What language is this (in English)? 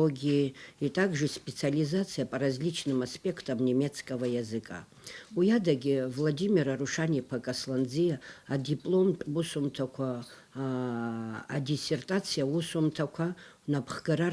Abkhazian